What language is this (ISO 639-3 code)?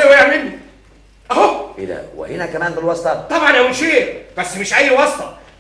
arz